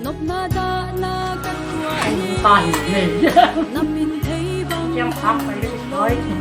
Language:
Tedim Chin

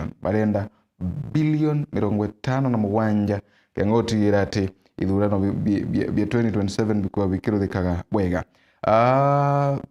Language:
Meru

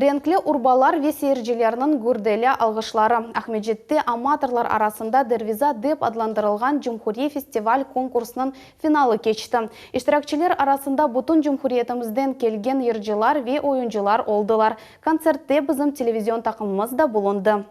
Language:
Crimean Tatar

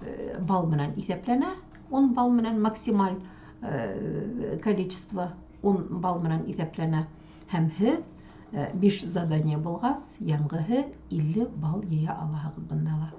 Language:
Bashkir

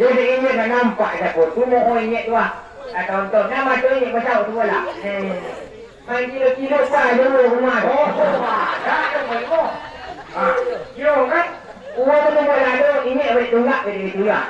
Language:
Minangkabau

